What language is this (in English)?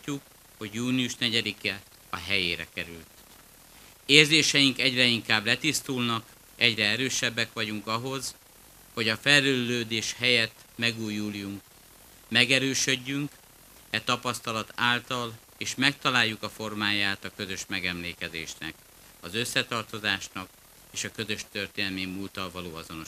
Hungarian